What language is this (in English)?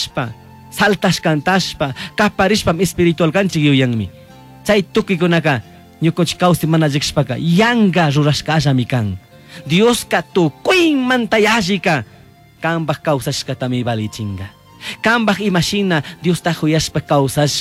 Chimborazo Highland Quichua